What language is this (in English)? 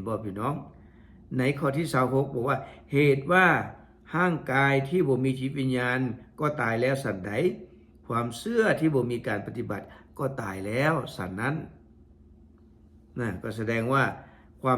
Lao